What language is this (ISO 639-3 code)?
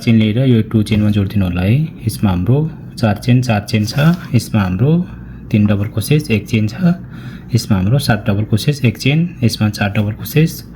nep